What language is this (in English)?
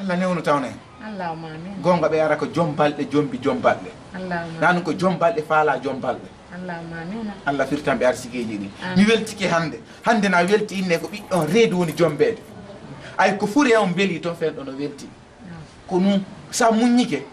Fula